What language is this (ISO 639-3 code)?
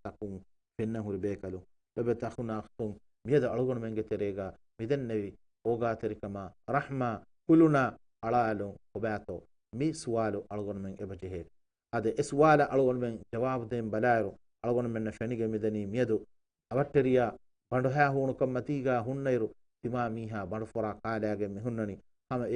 div